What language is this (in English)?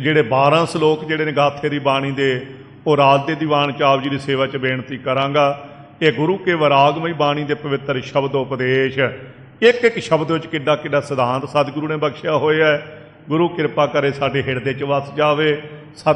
Punjabi